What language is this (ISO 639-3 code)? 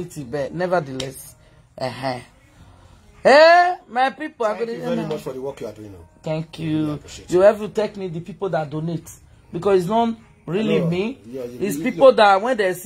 eng